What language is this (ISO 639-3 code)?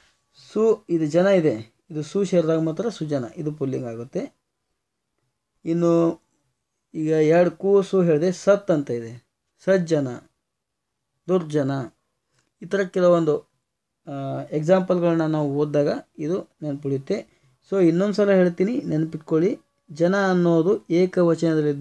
kan